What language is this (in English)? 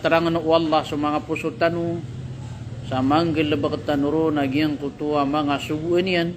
Maranao